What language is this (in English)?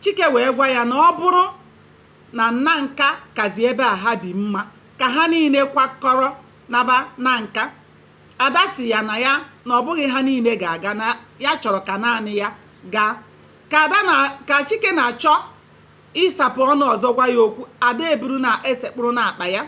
Igbo